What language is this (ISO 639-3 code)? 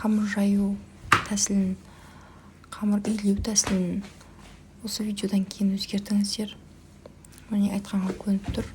kaz